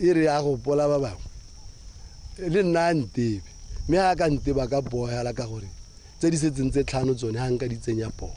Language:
Tswana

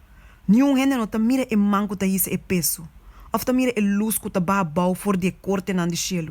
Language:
Papiamento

